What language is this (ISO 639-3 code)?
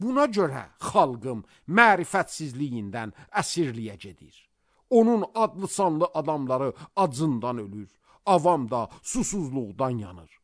aze